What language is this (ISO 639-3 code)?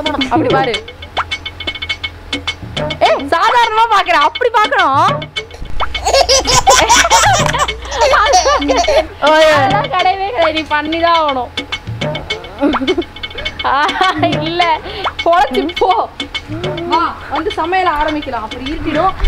tam